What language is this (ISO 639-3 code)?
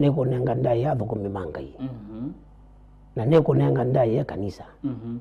kam